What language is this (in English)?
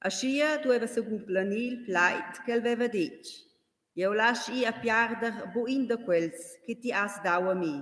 Romansh